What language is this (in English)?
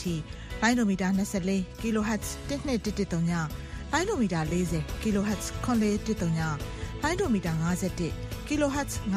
Burmese